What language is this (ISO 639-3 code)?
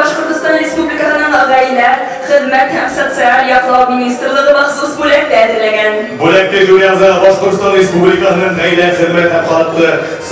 bak